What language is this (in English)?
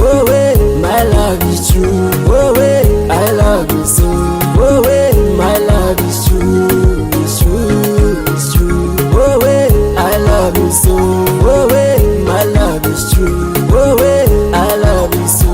Nyankole